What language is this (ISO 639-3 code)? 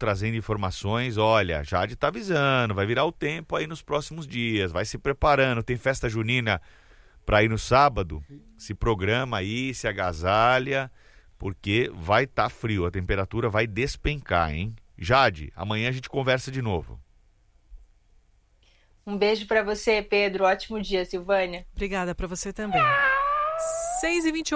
por